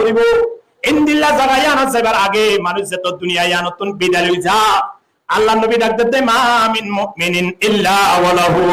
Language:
Rohingya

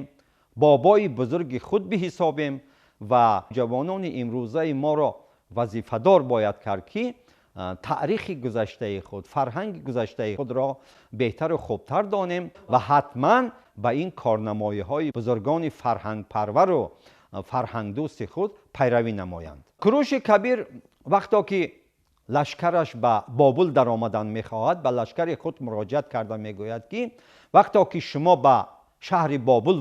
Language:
Tajik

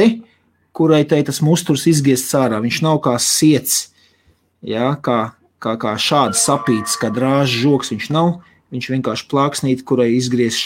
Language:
Latvian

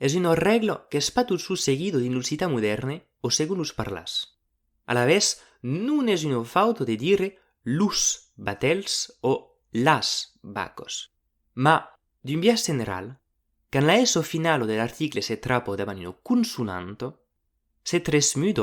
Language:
Occitan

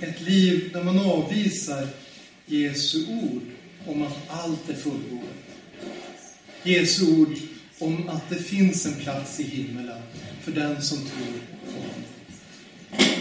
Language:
Swedish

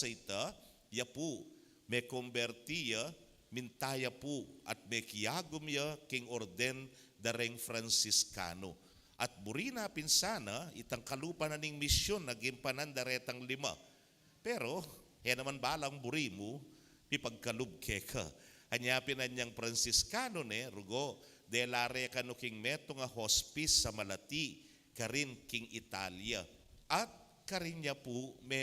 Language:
Pampanga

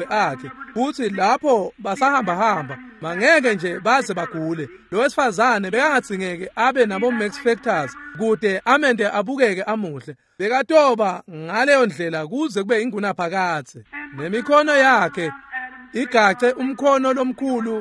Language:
Swati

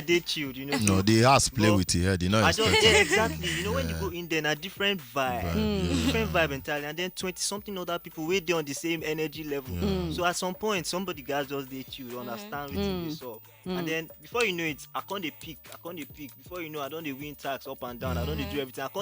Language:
Nigerian Pidgin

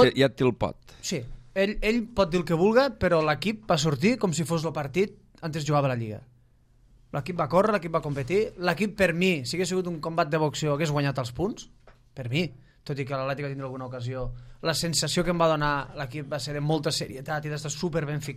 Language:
Catalan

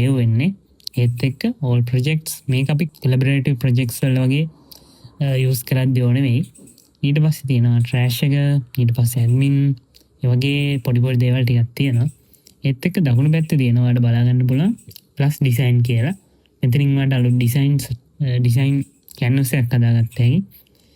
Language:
Sinhala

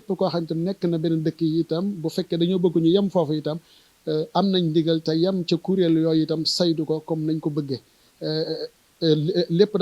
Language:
Wolof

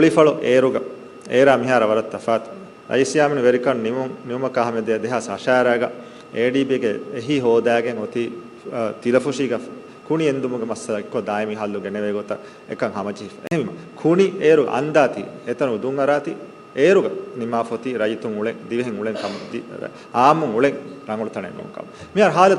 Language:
Divehi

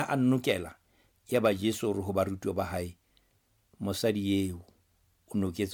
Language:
Southern Sotho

